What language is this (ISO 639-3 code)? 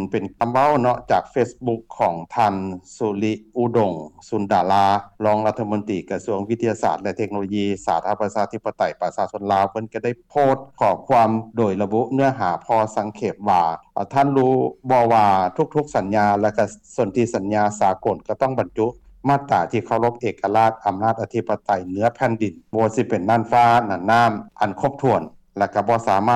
lao